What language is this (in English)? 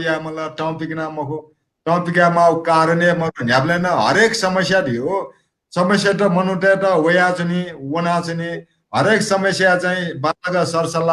Newari